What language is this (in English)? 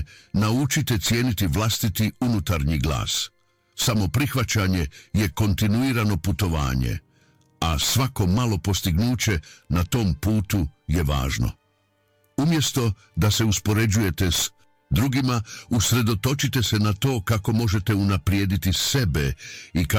Croatian